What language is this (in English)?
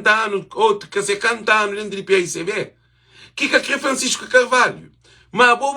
Kabuverdianu